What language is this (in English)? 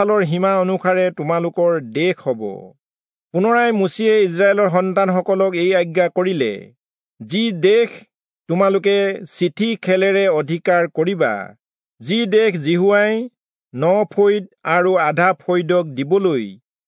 Assamese